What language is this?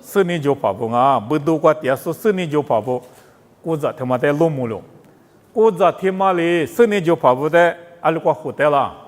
Lisu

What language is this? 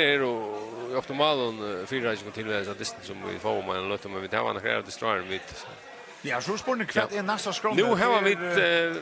Faroese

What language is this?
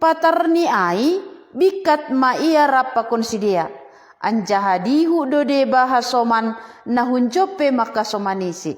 Batak Simalungun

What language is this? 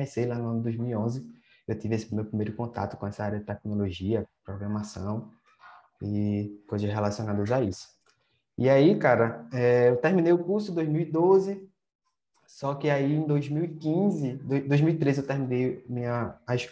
Portuguese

